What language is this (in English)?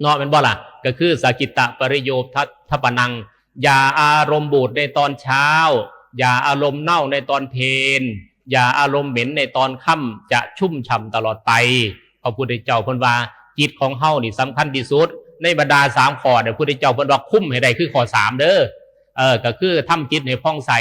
Northeastern Thai